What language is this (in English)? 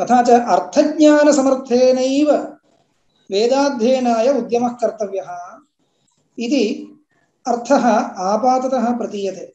Sanskrit